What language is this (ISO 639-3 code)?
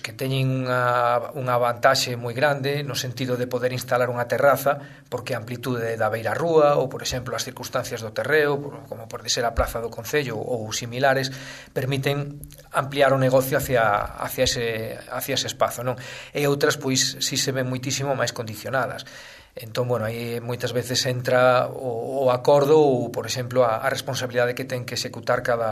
glg